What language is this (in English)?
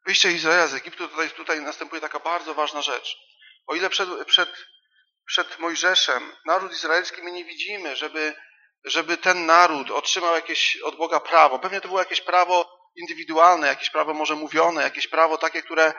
Polish